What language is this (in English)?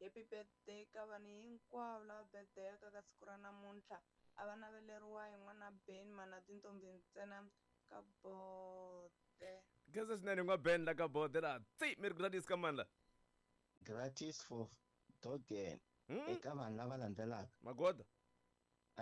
Tsonga